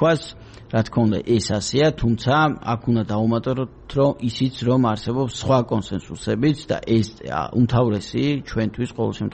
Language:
Georgian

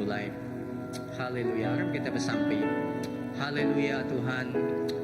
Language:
Iban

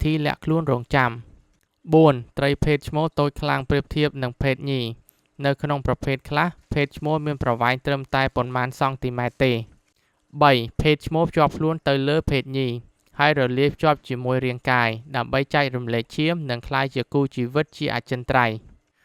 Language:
Khmer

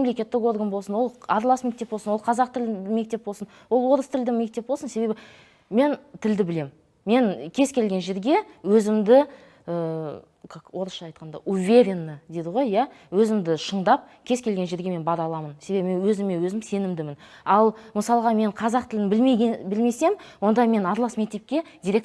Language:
Kazakh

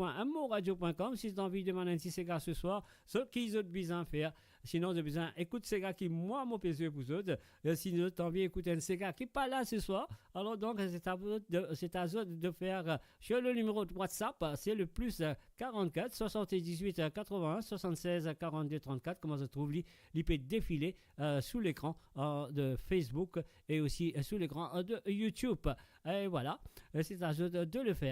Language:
Morisyen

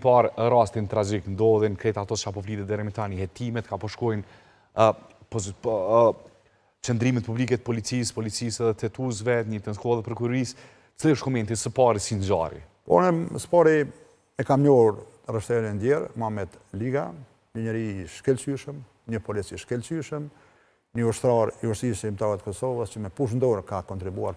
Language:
Albanian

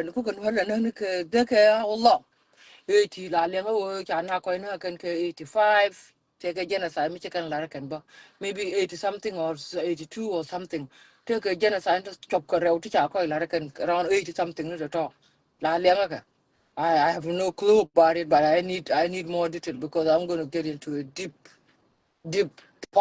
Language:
Nuer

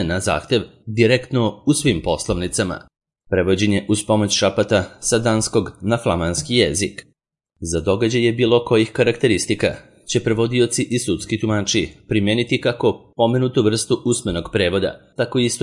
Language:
Serbian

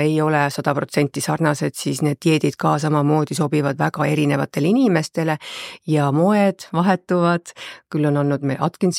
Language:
Estonian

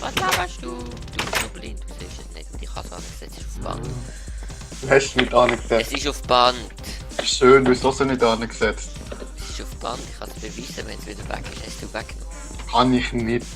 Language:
Swiss German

